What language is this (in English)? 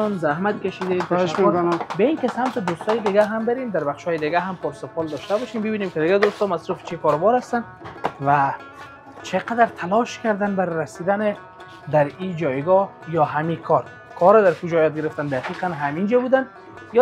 Persian